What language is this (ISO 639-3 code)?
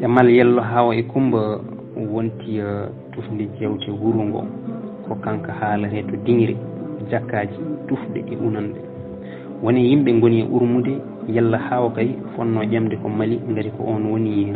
ful